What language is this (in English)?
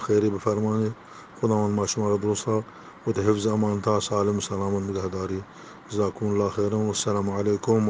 Eastern Balochi